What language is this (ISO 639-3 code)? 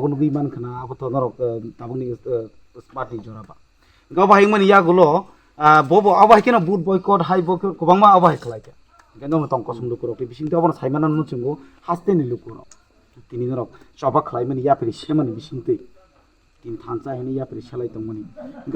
trp